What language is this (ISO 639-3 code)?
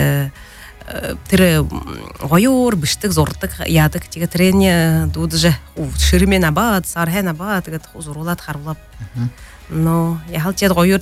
bua